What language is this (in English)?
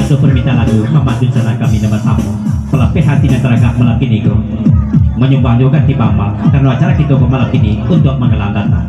Minangkabau